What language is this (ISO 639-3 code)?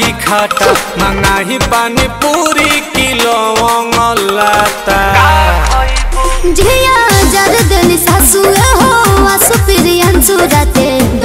bho